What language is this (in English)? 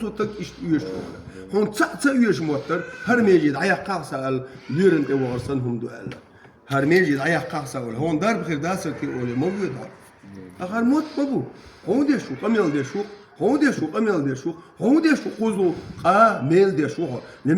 Chechen